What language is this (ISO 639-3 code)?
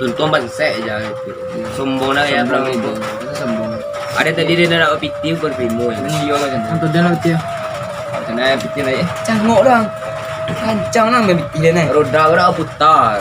min